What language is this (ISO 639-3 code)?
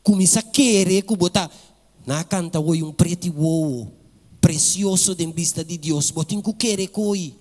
pap